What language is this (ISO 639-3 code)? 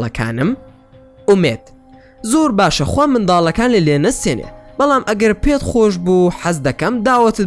ckb